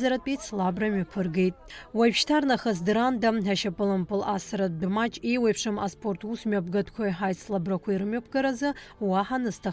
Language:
Abkhazian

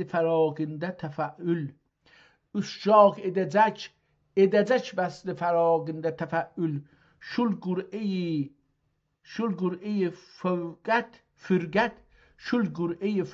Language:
South Azerbaijani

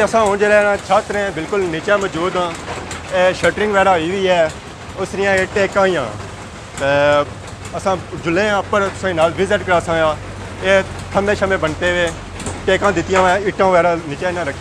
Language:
Pahari-Potwari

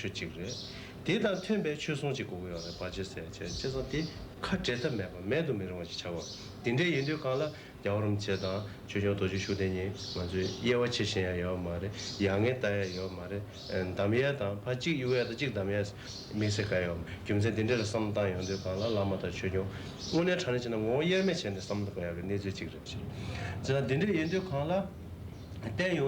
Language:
Tibetan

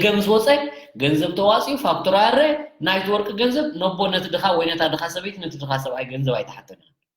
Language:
Tigrinya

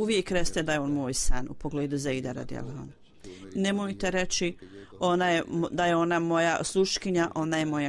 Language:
Bosnian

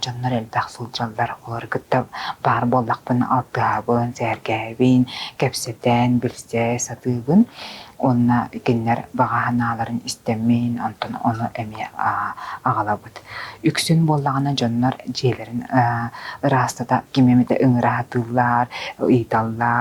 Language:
Yakut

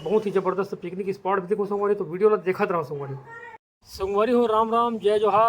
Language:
Chhattisgarhi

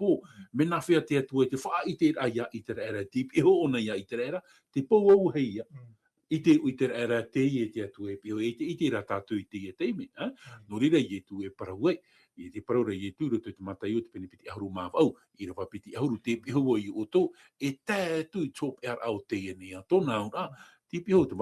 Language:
Tahitian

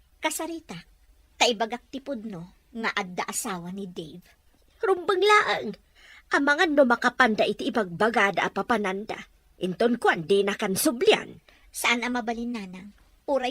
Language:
Iloko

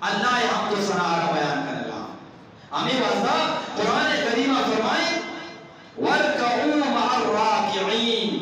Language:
Eastern Balochi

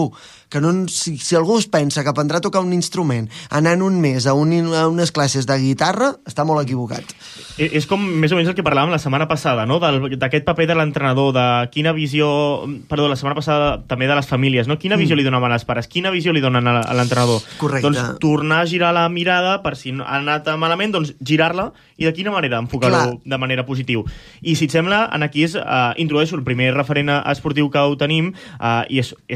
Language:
Catalan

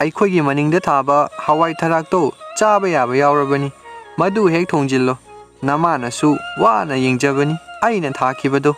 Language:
Manipuri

